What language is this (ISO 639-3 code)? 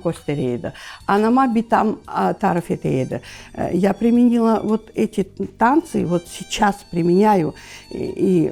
crh